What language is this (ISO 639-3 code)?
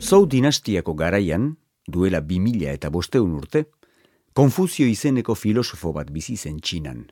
eus